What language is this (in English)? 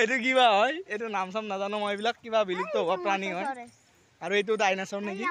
Assamese